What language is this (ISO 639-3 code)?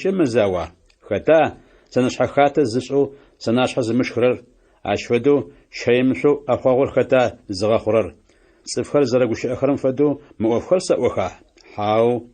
ady